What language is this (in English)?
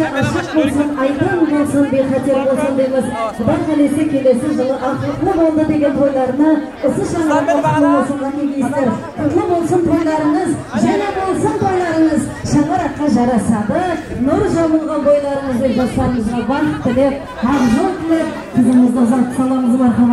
Kara-Kalpak